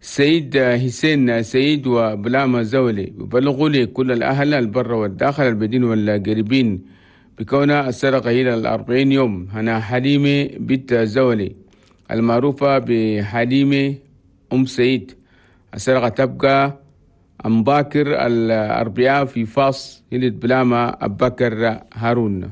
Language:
Chadian Arabic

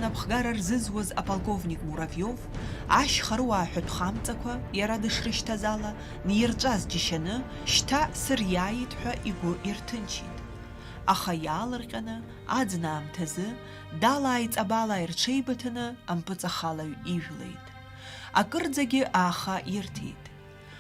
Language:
Abkhazian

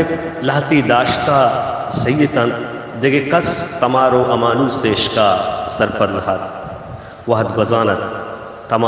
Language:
Baluchi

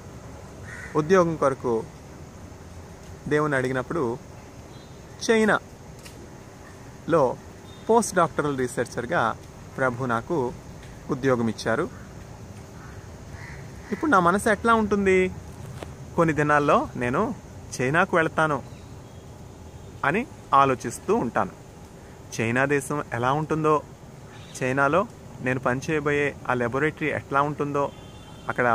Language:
Telugu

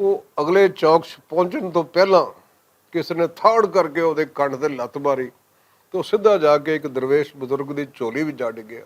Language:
Western Panjabi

